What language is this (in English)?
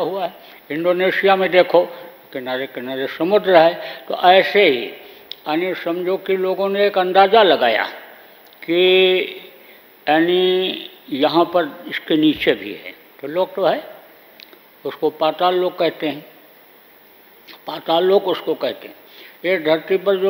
Hindi